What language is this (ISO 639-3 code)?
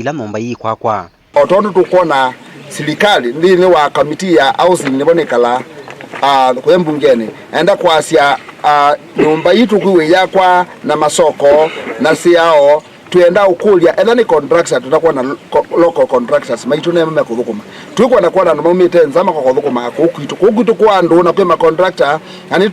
kam